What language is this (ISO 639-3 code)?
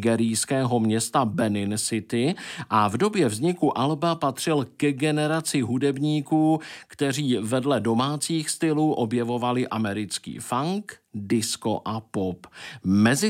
ces